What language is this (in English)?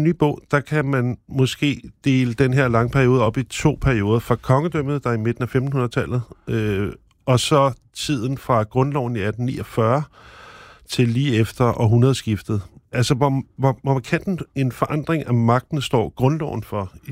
Danish